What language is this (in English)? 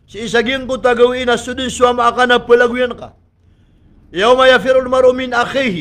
Maranao